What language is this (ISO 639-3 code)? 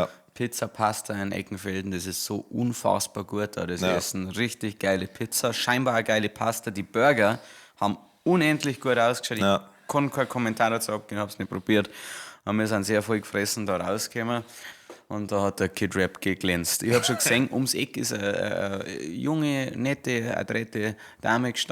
bar